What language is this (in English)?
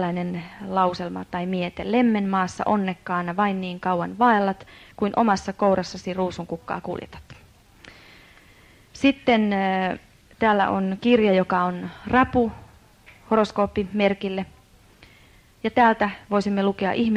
Finnish